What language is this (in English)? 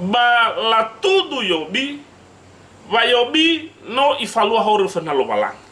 Nias